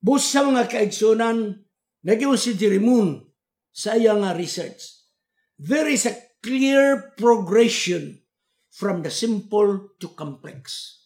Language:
Cebuano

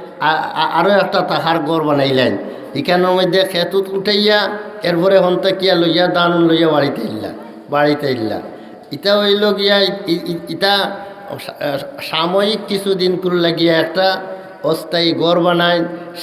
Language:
Sylheti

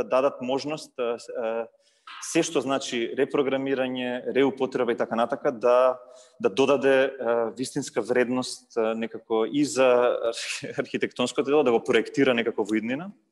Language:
Macedonian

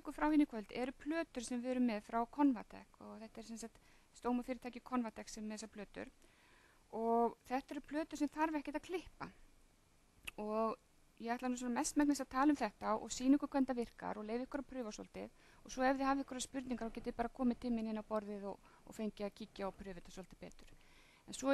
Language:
Icelandic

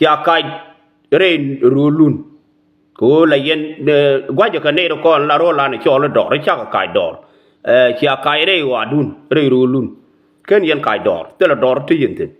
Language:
Nuer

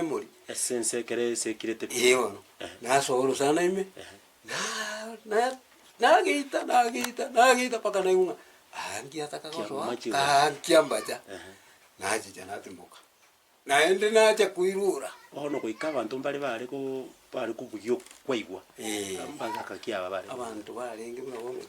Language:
Gusii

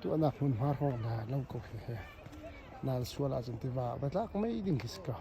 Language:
Hakha Chin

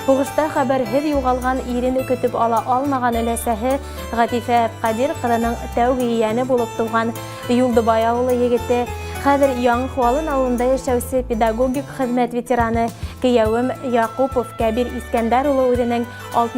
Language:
Bashkir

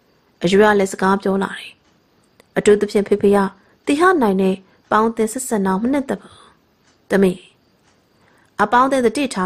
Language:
Burmese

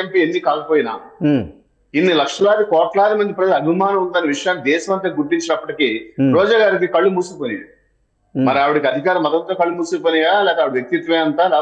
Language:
Telugu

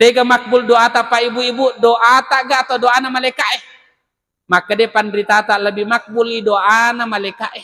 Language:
Buginese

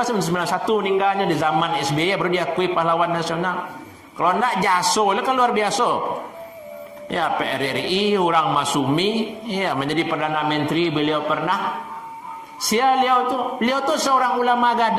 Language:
Minangkabau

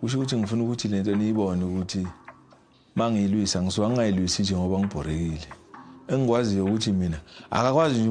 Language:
Zulu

